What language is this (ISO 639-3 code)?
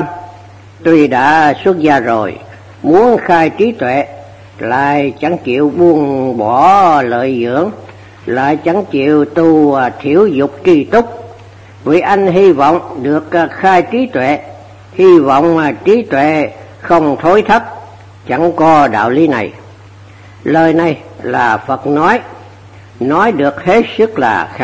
vie